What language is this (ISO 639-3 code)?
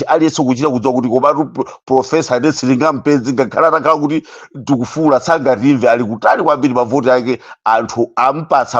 nya